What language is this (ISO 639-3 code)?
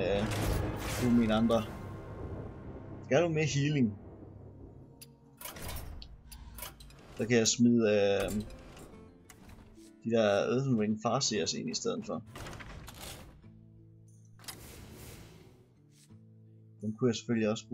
dan